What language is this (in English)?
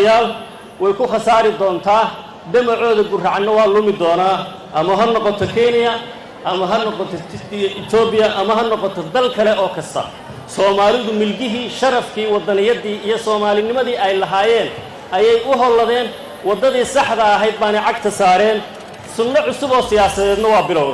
Somali